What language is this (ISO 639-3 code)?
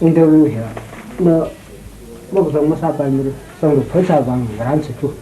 nmf